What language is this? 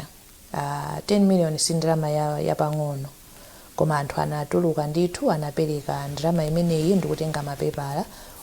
Nyanja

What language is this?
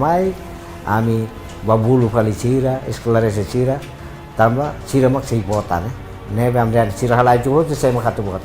Tetum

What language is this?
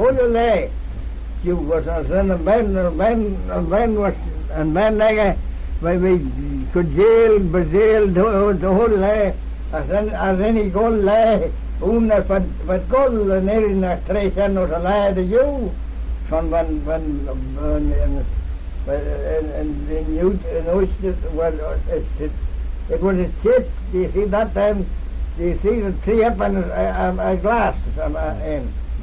Manx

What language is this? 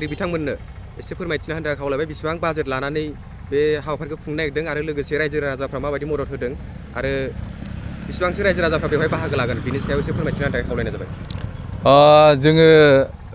Bodo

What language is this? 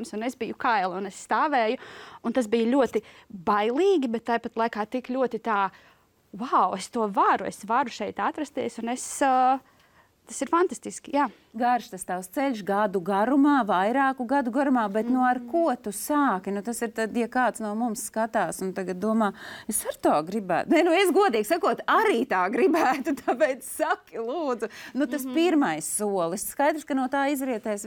Latvian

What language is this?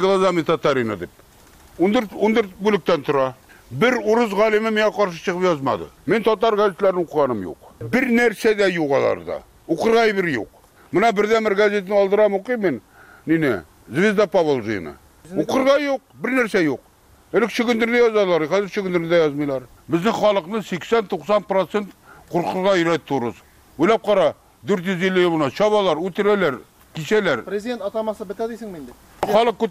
Tatar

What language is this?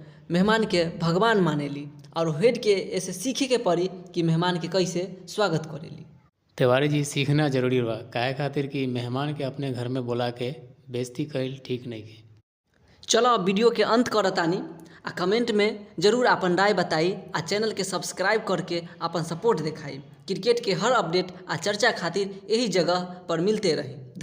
Bhojpuri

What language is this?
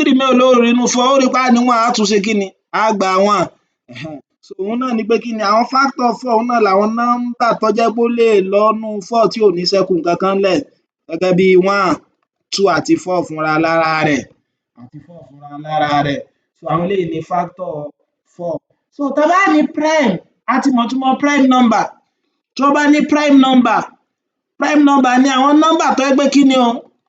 Yoruba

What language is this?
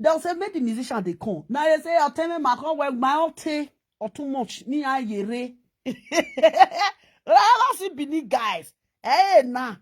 Nigerian Pidgin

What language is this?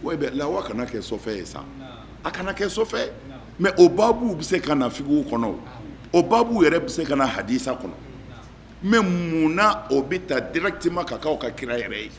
Bambara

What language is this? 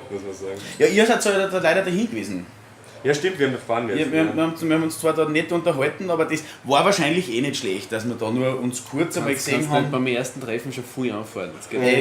Bavarian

